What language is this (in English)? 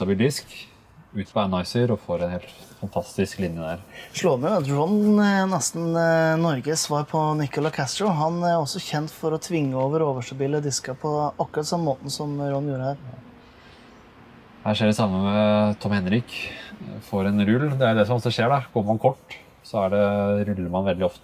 Norwegian